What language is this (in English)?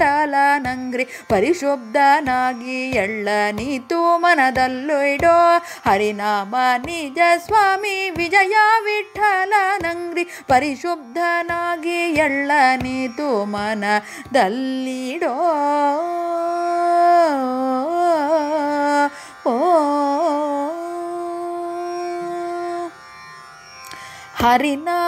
Kannada